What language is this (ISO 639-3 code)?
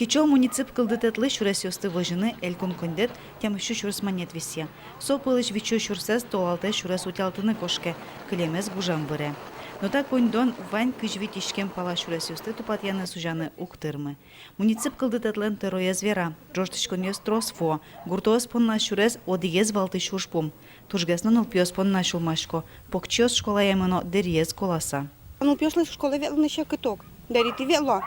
udm